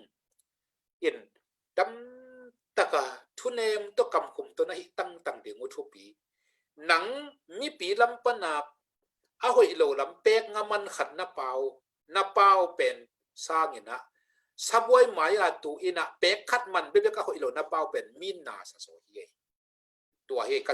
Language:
Tedim Chin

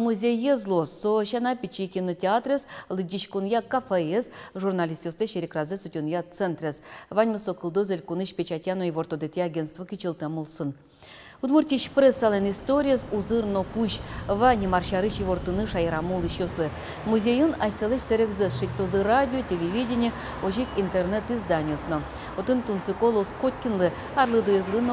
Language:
Udmurt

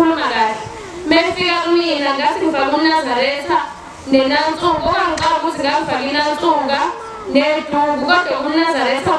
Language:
Zulu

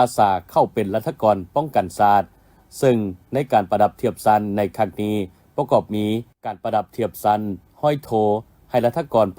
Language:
Lao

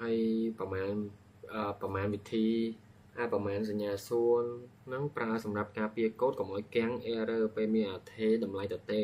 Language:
Khmer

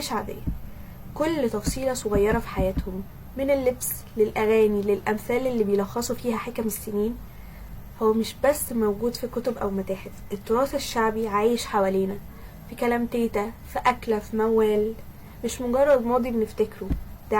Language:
Egyptian Arabic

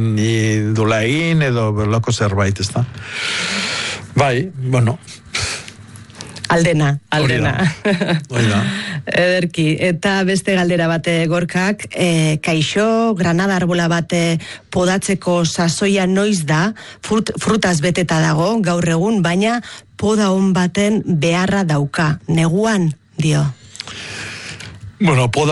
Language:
Basque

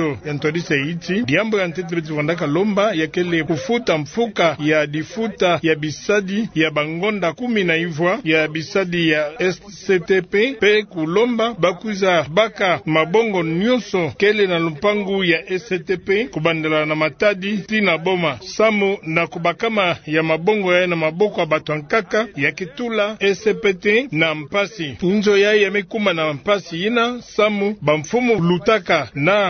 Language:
Kituba (Democratic Republic of Congo)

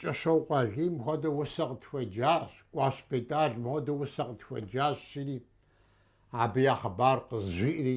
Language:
Kabardian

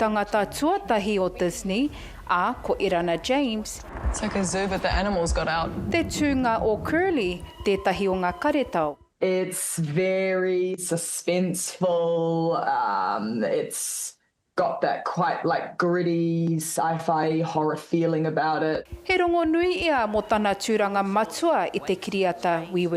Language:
Māori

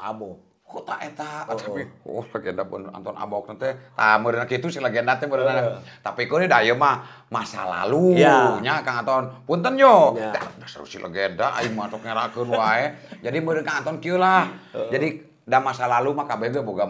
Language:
Sundanese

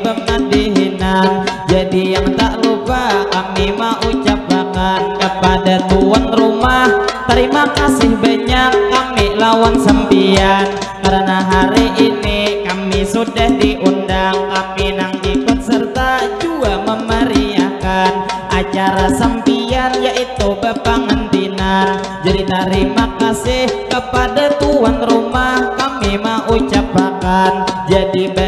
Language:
Banjar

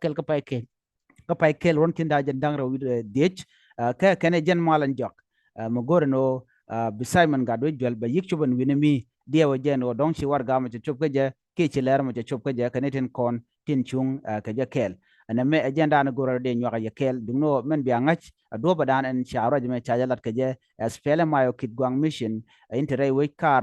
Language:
Nuer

